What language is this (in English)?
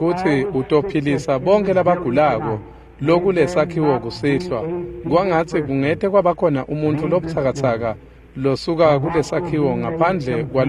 Swati